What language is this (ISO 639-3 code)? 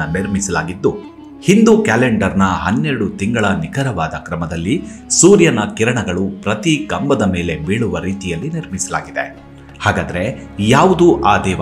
kan